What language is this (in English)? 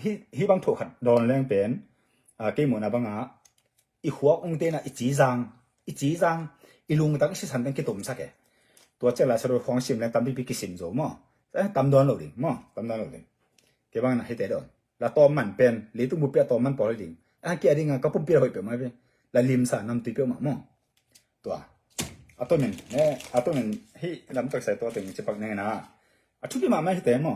Tedim Chin